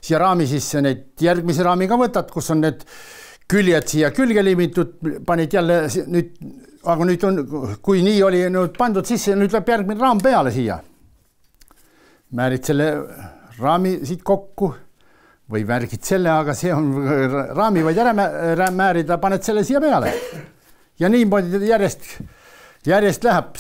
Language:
Estonian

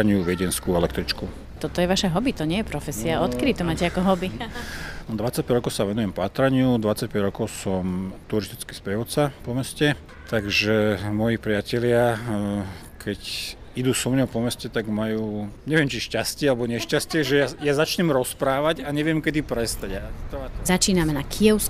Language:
Slovak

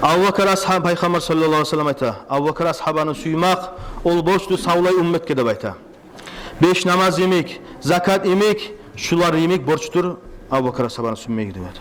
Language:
Kumyk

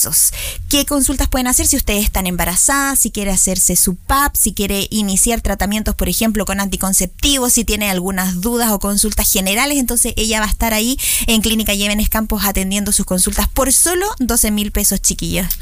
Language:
Spanish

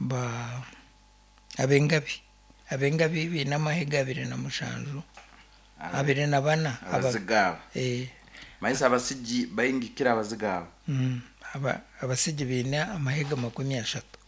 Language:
Nyankole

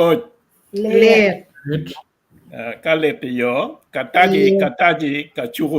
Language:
Acoli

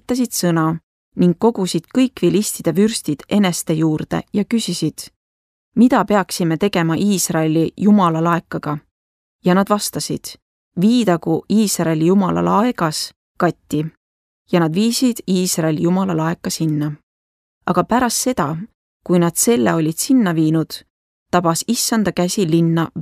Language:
Estonian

